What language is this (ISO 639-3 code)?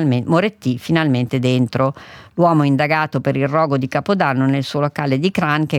ita